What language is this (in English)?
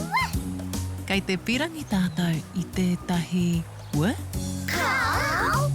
Māori